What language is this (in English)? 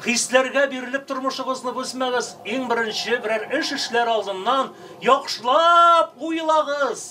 Tatar